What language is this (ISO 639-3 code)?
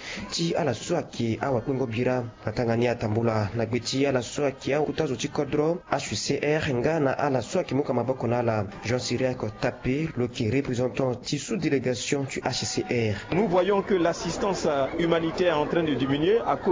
sag